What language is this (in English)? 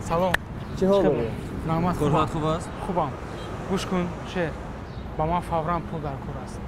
Tajik